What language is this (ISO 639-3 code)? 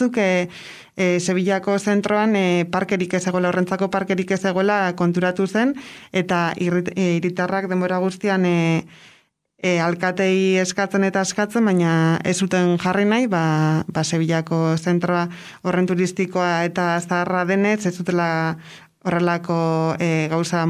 eus